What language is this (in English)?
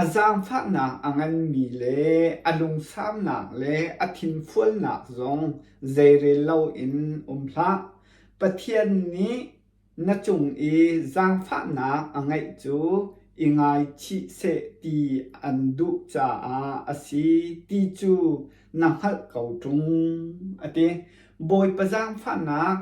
Hakha Chin